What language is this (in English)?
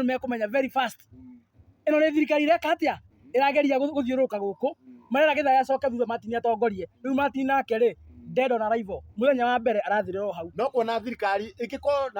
Kikuyu